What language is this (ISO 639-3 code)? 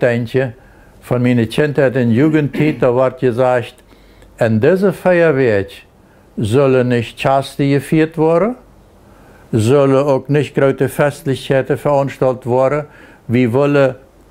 pdt